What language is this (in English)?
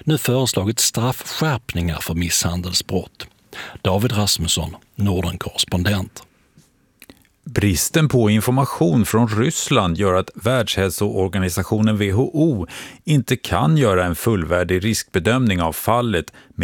Swedish